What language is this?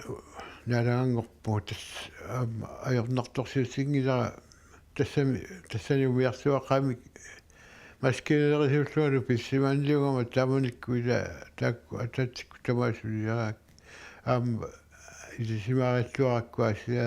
Kalaallisut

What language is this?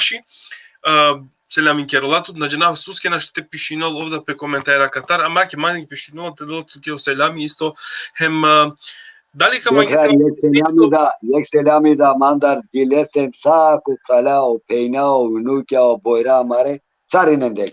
Balkan Romani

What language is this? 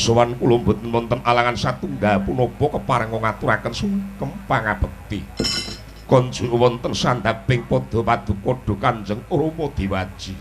Javanese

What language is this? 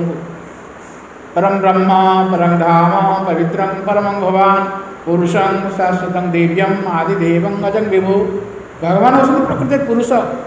Odia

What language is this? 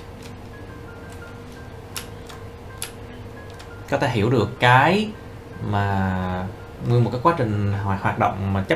Vietnamese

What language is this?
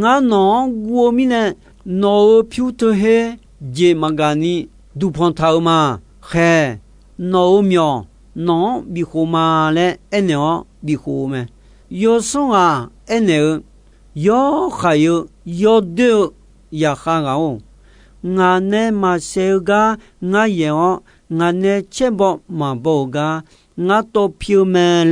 Akha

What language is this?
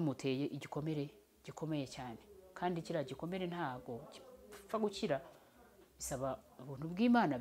Kinyarwanda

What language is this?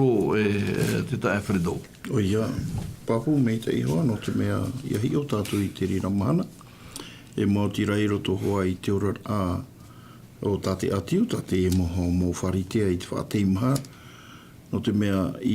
Tahitian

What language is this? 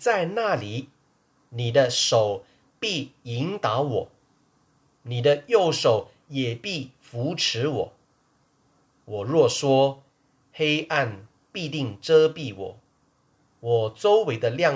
Chinese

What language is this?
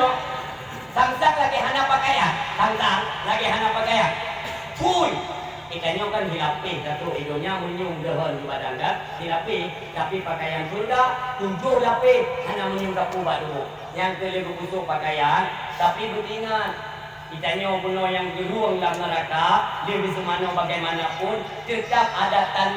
Achinese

